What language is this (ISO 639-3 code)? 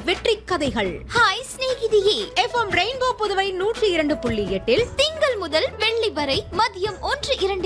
tam